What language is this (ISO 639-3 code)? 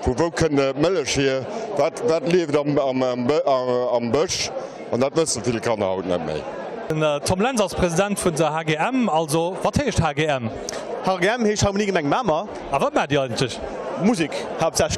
ltz